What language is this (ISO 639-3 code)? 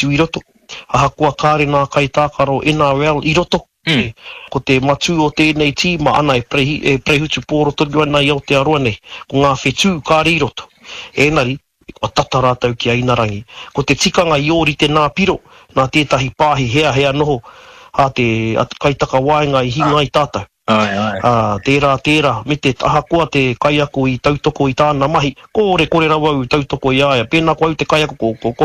mri